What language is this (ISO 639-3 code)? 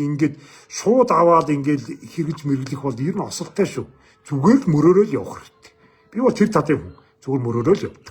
mon